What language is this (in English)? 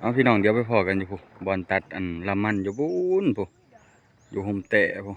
Lao